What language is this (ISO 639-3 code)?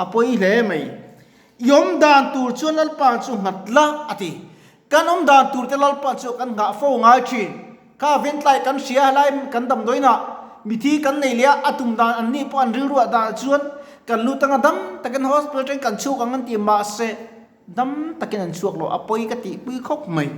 lus